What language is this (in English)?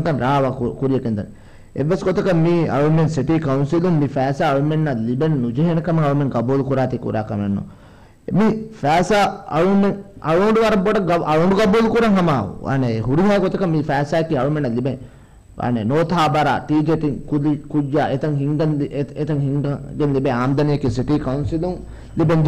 Divehi